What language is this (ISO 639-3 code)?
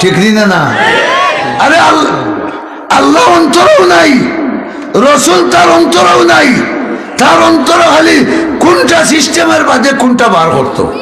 syl